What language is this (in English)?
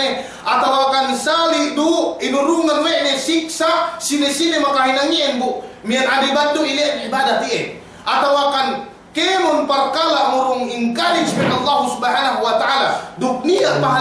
Yakan